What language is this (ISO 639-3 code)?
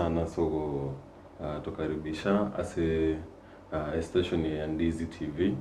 guz